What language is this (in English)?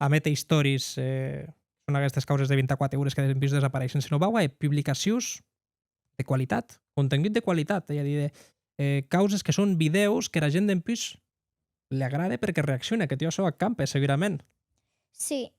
Occitan